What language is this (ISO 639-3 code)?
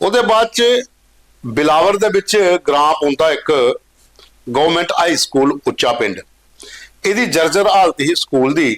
doi